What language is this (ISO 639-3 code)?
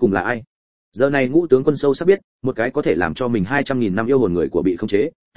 vie